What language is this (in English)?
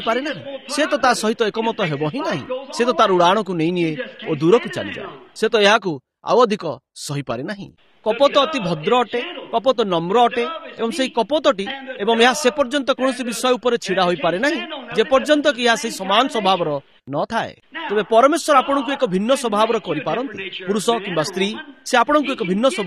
Odia